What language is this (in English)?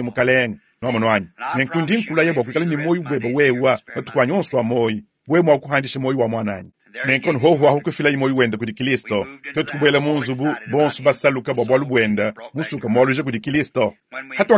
Luba-Lulua